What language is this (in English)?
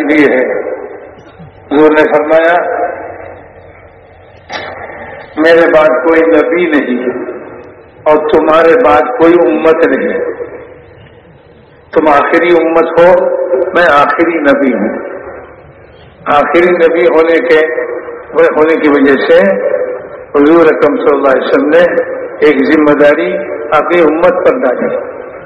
Urdu